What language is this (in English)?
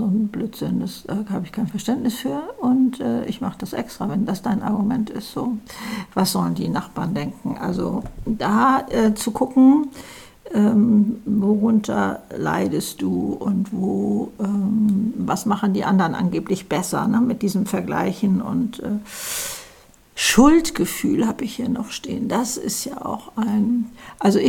German